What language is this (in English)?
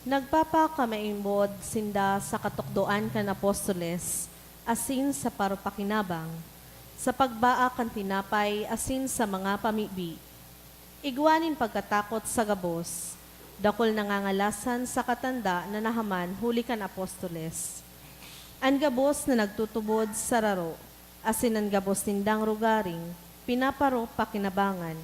Bikol